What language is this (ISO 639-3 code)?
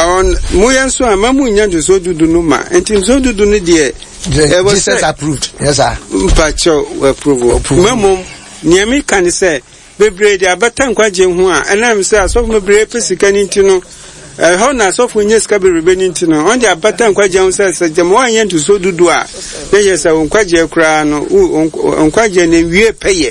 aka